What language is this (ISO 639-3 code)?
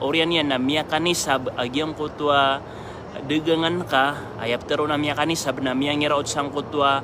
mrw